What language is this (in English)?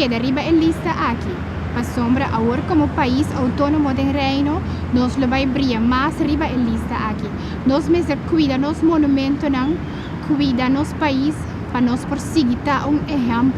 Papiamento